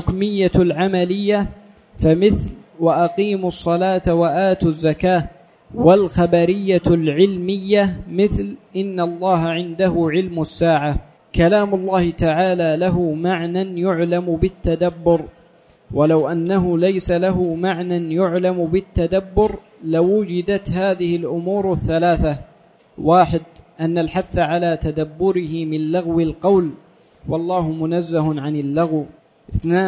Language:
Arabic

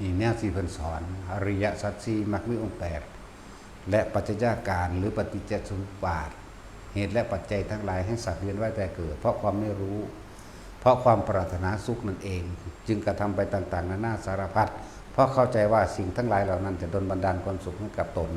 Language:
Northeastern Thai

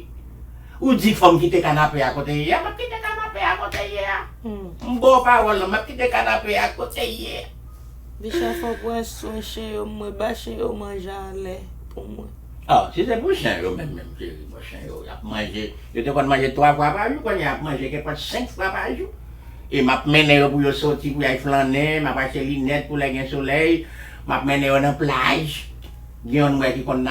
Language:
Haitian Creole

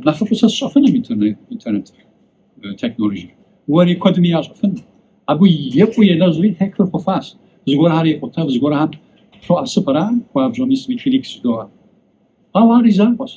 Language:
Kabardian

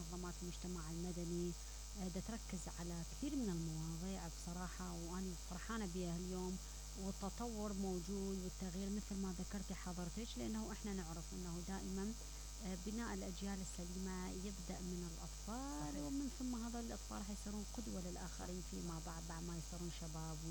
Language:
Mesopotamian Arabic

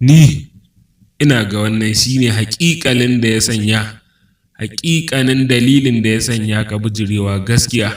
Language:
Hausa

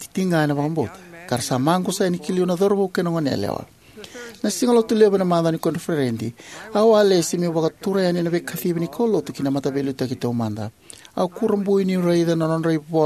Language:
Fijian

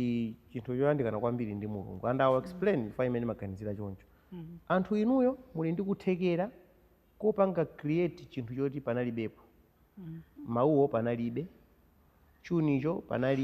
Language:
Nyanja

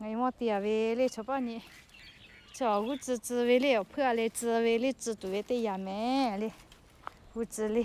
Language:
Lahu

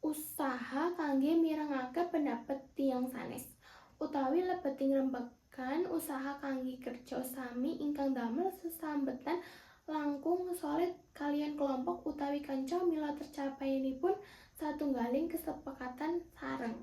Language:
Javanese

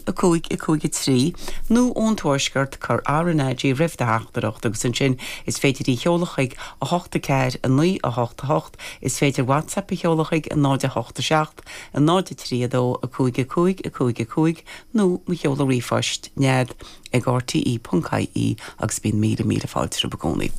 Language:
Irish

